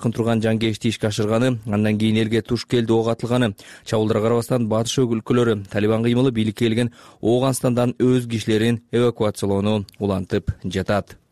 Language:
Kyrgyz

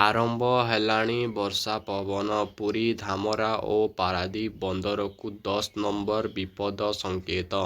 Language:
Odia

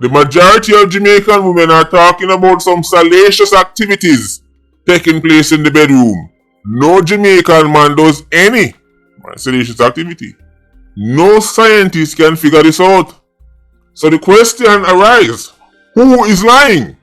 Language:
Jamaican Creole English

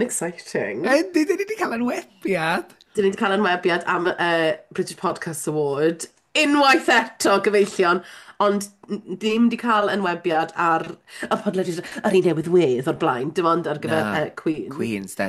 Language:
Welsh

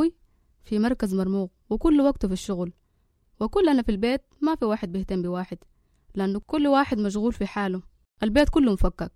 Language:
Sudanese Arabic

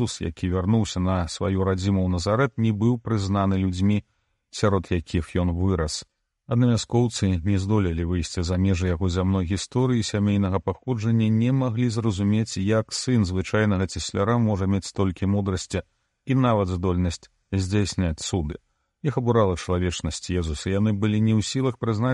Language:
Belarusian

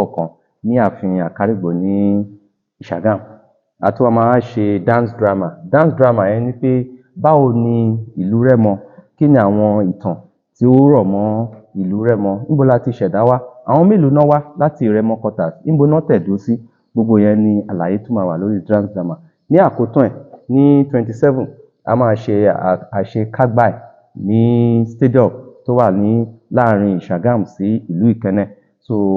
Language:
Yoruba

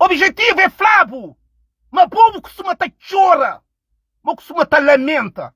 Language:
Kabuverdianu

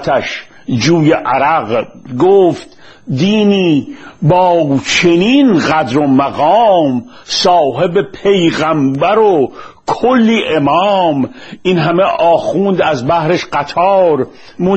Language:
Persian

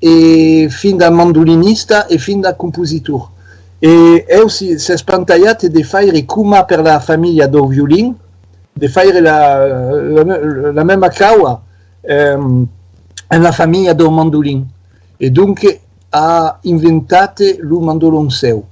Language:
Occitan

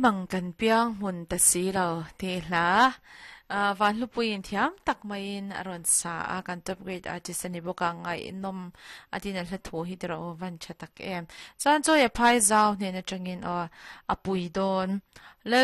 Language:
Mizo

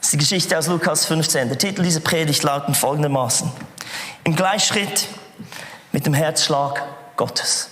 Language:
Swiss German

